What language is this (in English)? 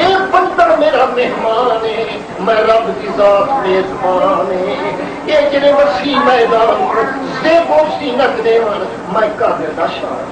Saraiki